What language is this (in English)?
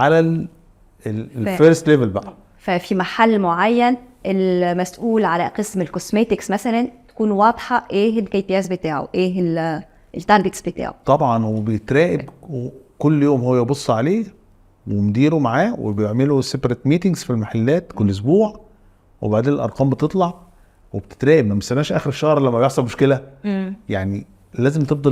Egyptian Arabic